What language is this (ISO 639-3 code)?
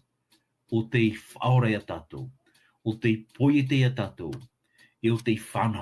tah